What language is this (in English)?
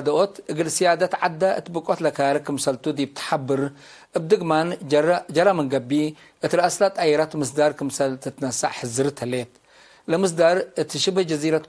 Tigre